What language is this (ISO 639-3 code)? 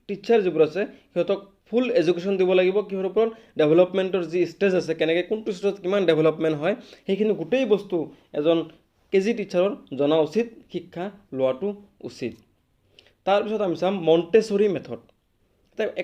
asm